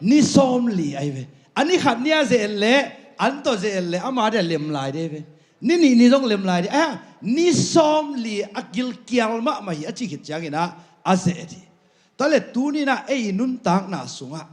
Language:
Tedim Chin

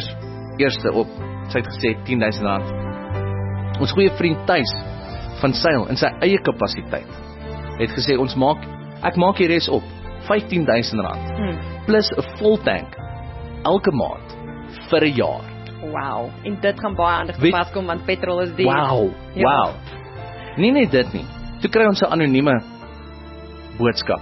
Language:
Afrikaans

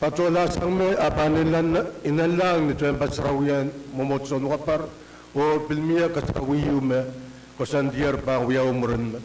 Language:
Pohnpeian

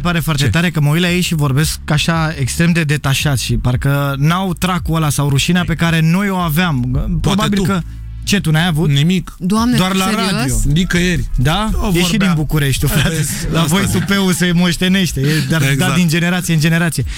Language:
Romanian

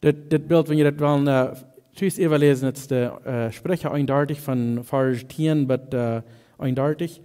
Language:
Plautdietsch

